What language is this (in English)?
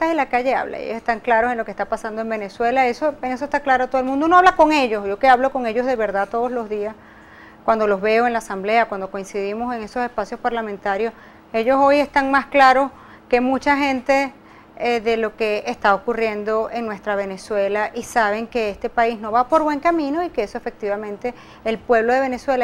Spanish